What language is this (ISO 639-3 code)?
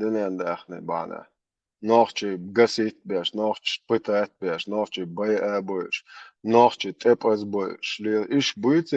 che